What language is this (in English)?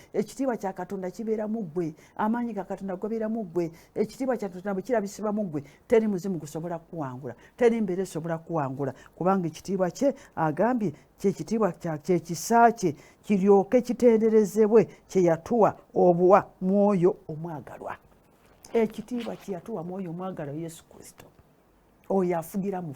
Ganda